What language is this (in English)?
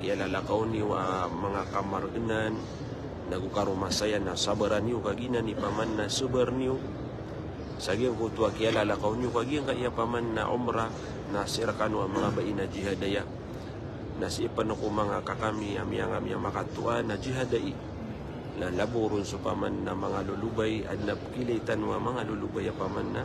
Maranao